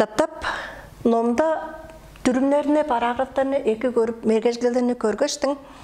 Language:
Tuvinian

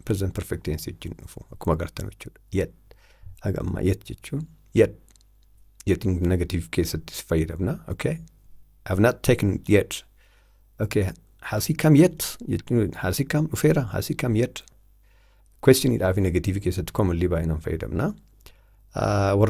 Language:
Oromo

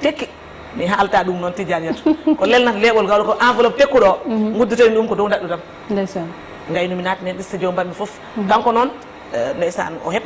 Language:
Fula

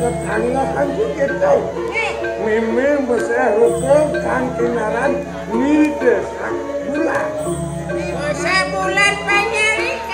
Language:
Balinese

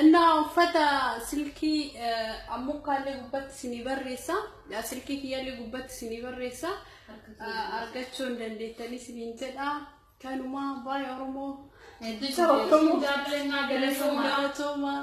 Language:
Oromo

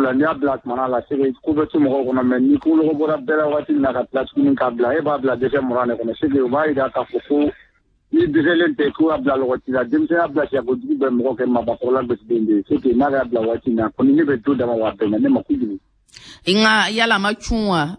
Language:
Bambara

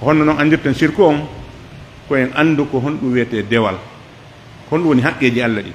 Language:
Pular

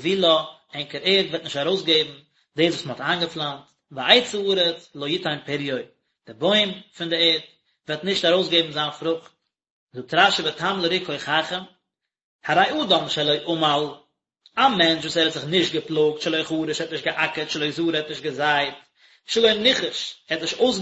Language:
Yiddish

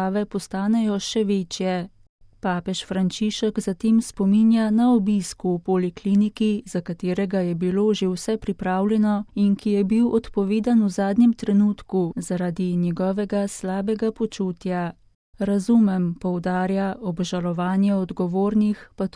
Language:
Slovenian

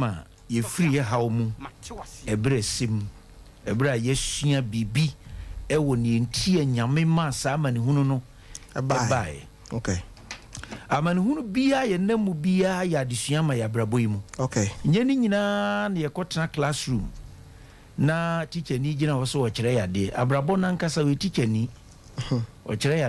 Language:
Akan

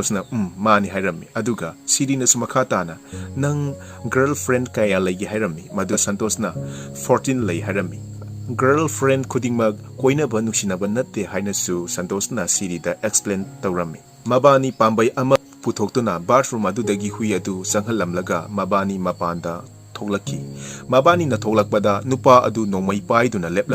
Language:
Manipuri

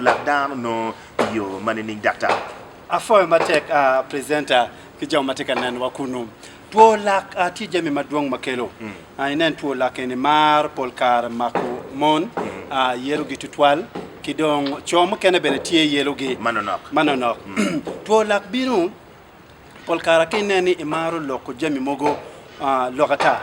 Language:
Acoli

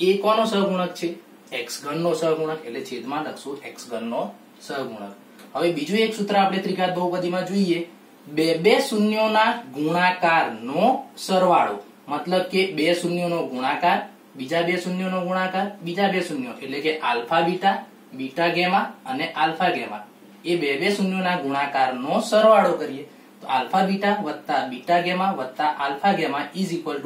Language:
Gujarati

